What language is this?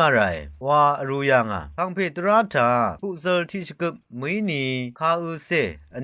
Rawang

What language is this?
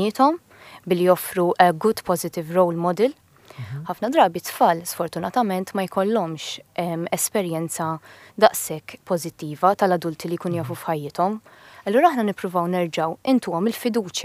Maltese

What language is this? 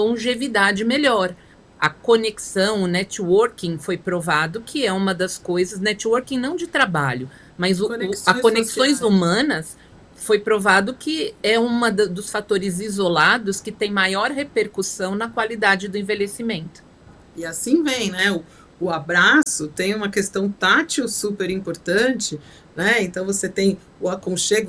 Portuguese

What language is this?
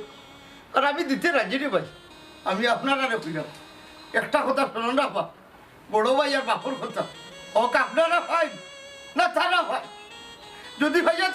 Sylheti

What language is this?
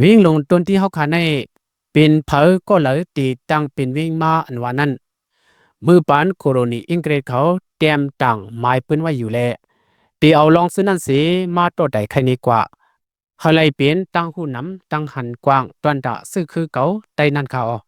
Shan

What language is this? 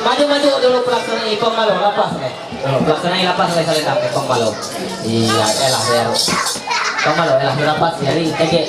Ma'anyan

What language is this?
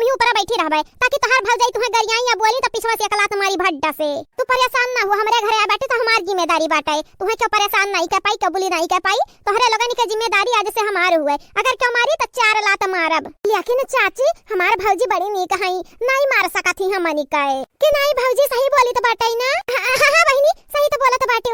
Awadhi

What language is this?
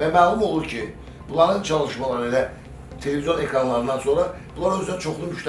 Azerbaijani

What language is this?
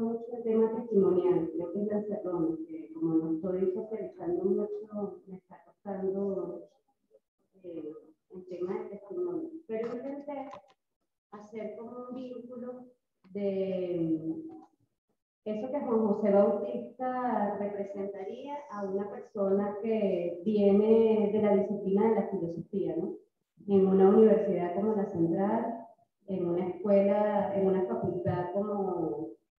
Spanish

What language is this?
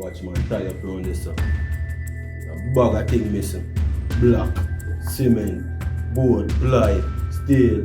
Jamaican Creole English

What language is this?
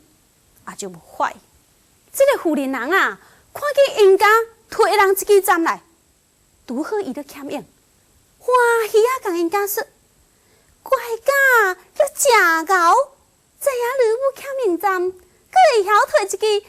Min Nan Chinese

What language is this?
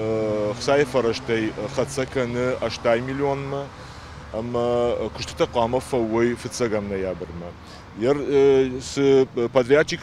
Ossetic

